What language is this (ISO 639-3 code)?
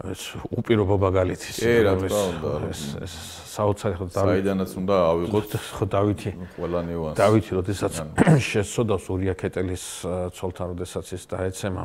kat